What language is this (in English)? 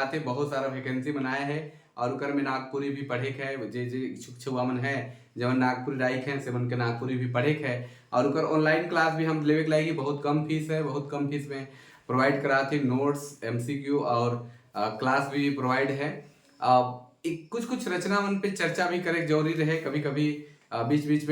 Sadri